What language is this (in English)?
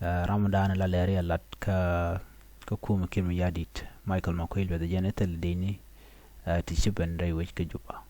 Nuer